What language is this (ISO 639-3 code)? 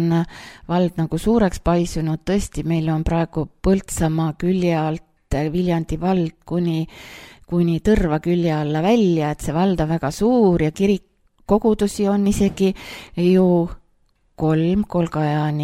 est